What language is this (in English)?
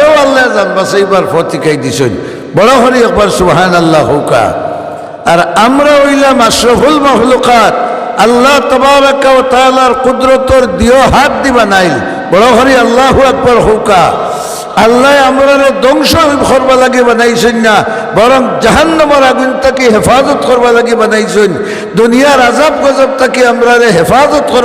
Sylheti